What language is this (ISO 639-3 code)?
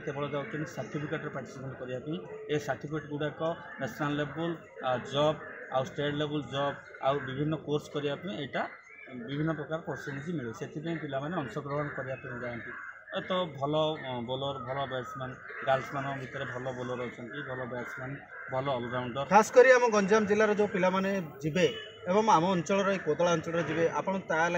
ori